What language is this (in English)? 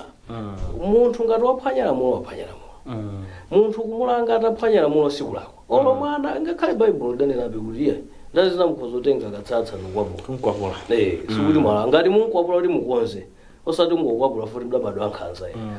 Nyanja